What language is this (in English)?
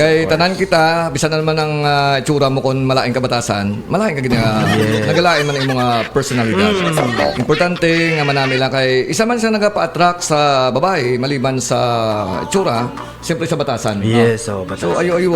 Hiligaynon